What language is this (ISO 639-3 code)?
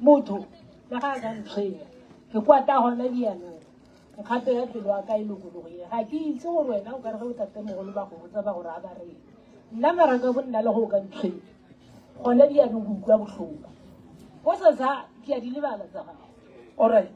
nso